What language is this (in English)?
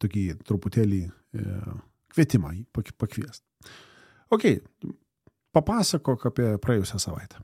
Lithuanian